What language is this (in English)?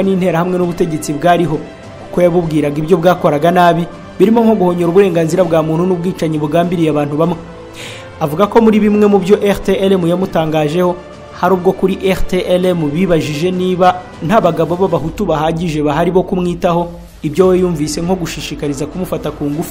Kinyarwanda